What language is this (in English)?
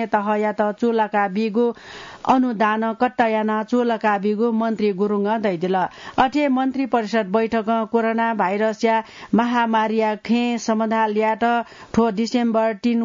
Newari